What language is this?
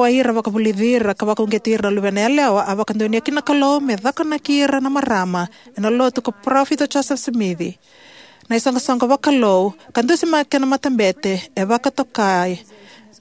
Fijian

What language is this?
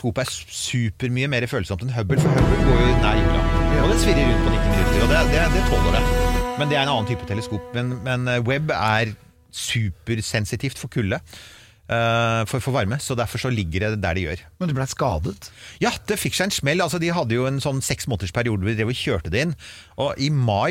Norwegian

